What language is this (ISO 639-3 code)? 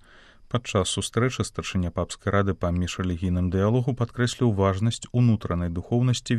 bel